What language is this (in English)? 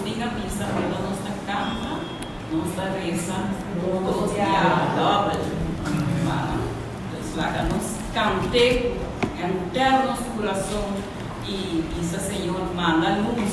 Papiamento